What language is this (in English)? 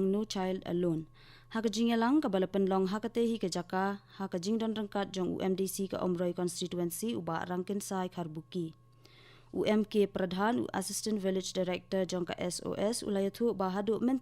Khasi